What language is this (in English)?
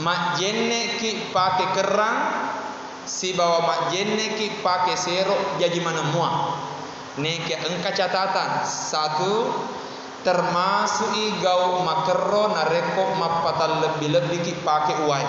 Buginese